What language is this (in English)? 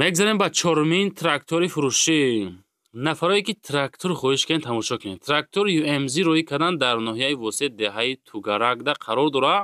Tajik